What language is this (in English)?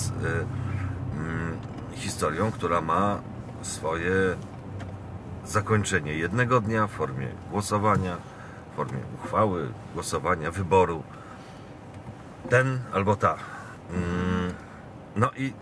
Polish